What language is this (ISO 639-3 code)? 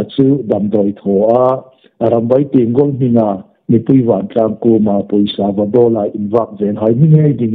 hmr